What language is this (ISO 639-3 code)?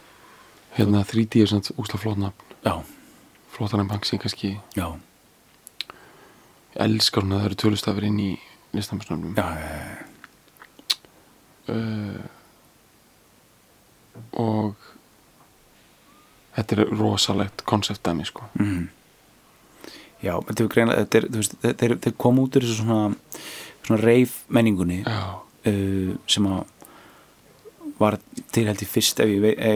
isl